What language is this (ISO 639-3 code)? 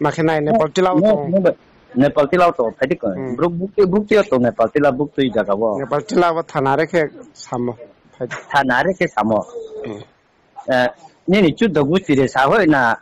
ria